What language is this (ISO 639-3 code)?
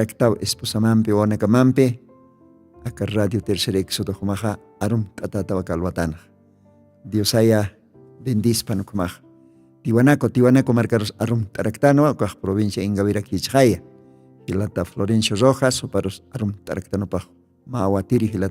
aym